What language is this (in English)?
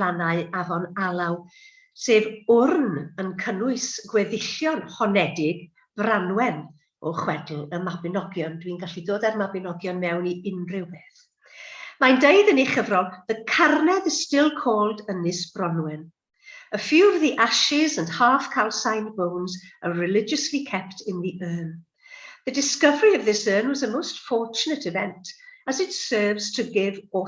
Welsh